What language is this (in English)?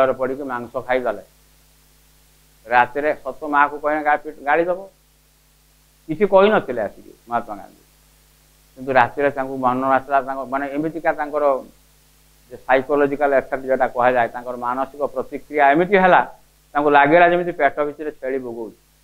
Odia